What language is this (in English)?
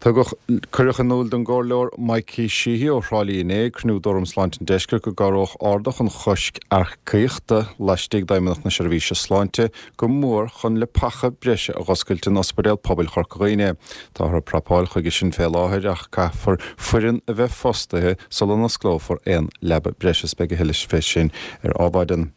Irish